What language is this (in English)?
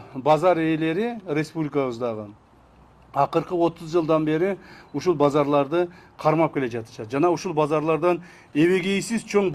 Kyrgyz